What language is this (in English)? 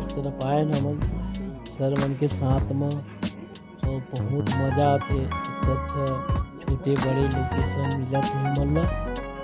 Chhattisgarhi